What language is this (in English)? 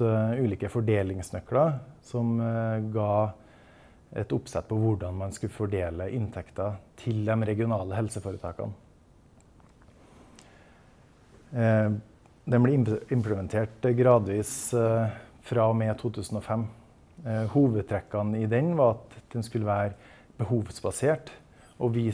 Norwegian